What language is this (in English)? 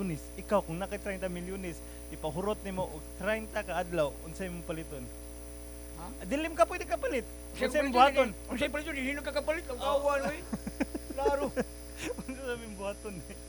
Cebuano